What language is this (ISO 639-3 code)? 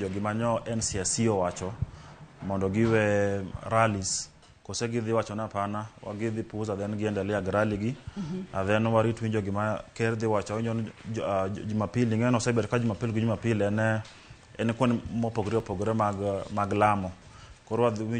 luo